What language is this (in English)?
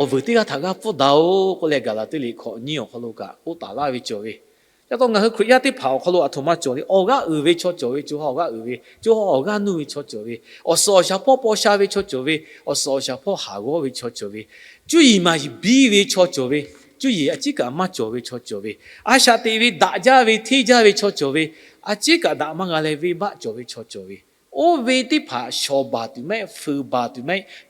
Lahu